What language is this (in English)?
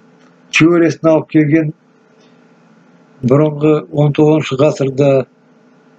Kazakh